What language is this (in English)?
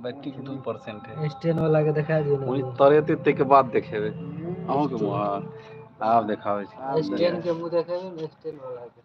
Maithili